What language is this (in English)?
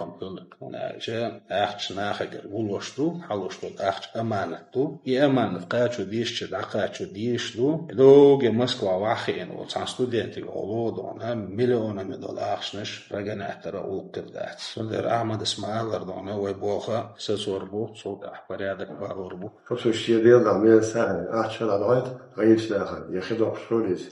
Chechen